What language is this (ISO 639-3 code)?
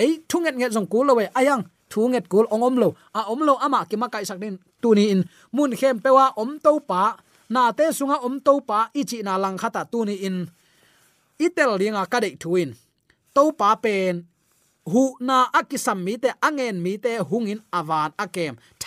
ctd